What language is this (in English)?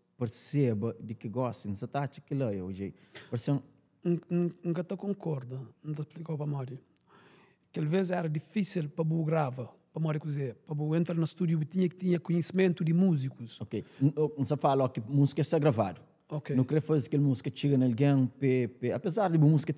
Kabuverdianu